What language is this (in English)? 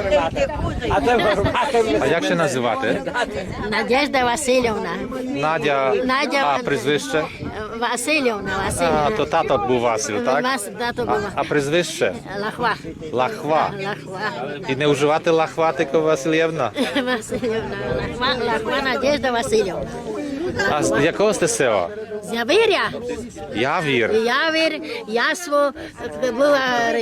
Rusyn